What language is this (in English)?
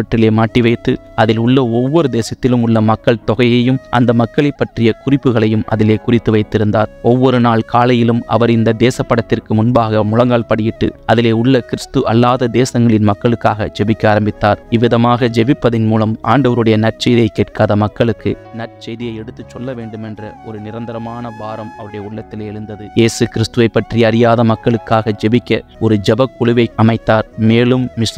Tamil